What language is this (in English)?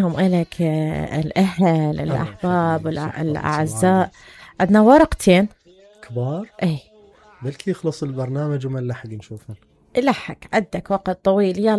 Mesopotamian Arabic